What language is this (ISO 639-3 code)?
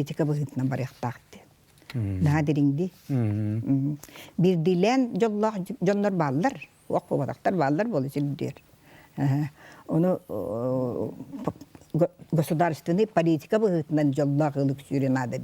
sah